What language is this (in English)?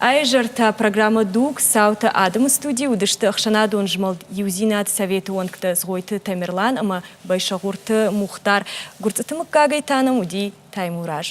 Ossetic